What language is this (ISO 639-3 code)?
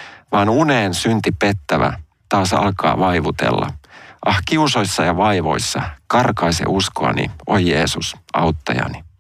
fin